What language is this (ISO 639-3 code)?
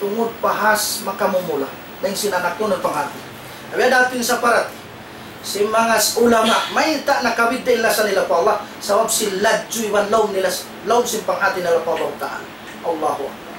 tsg